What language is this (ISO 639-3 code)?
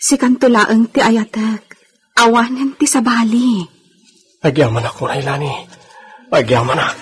ilo